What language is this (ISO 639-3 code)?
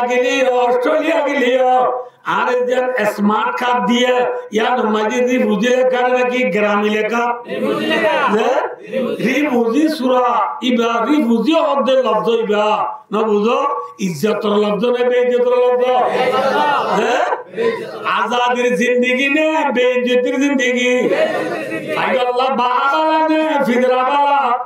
rhg